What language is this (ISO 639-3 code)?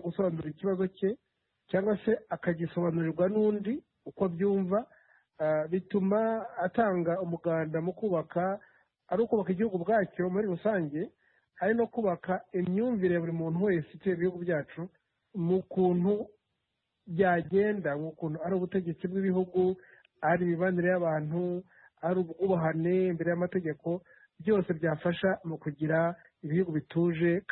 kin